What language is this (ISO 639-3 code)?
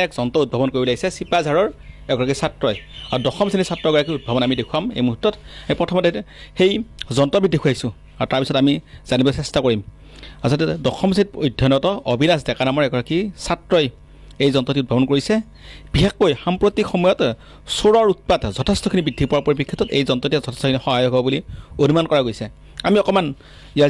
asm